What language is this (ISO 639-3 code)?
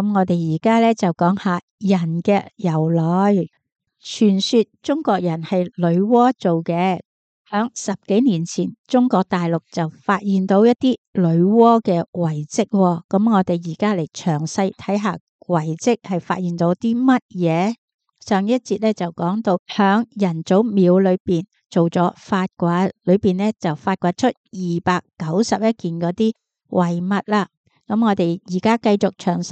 yue